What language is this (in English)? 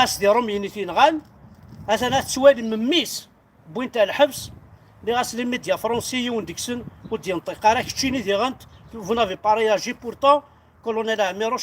Kabyle